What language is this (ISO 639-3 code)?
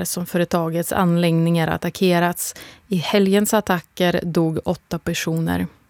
swe